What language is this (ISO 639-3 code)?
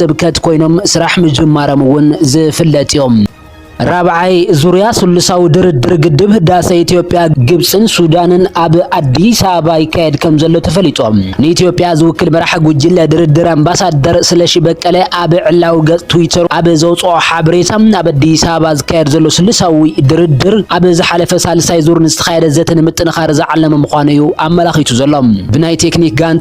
tir